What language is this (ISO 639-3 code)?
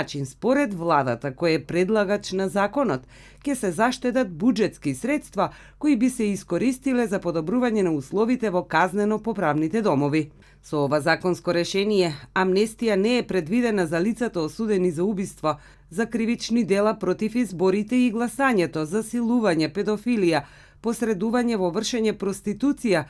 mkd